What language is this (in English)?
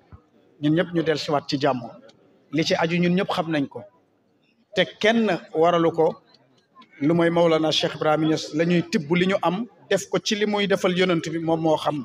Wolof